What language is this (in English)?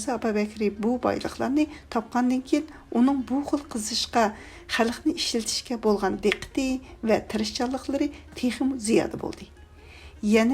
Uyghur